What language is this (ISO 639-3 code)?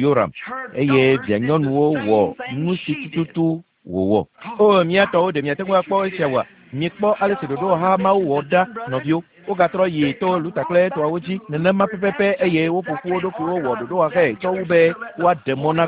ewe